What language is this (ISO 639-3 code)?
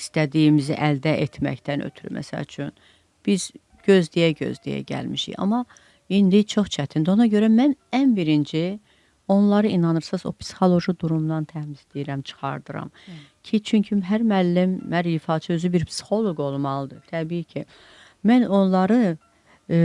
aze